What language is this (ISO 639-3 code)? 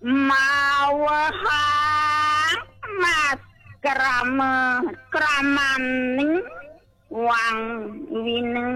ban